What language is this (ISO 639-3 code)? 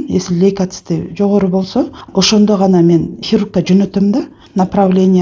kir